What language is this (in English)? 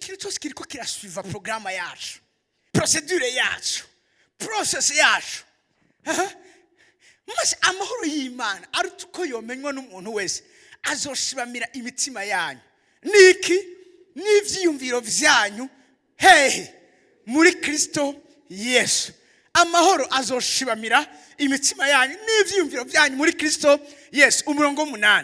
Rundi